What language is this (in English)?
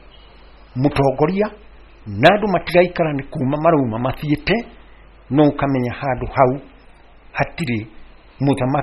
Kikuyu